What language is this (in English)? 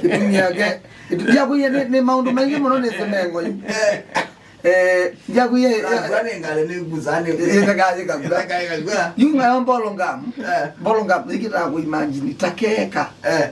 Kamba